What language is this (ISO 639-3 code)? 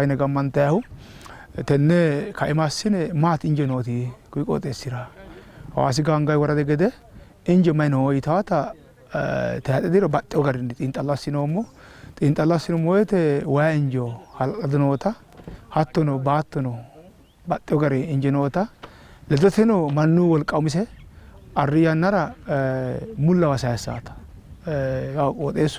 sid